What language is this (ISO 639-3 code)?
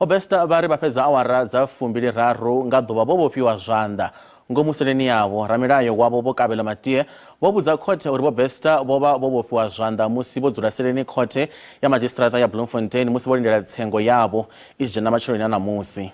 ven